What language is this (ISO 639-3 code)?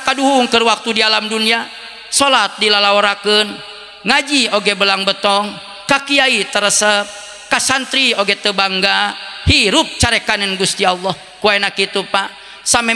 sun